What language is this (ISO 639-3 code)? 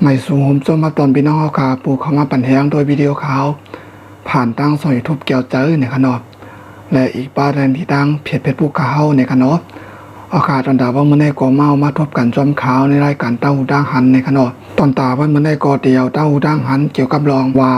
shn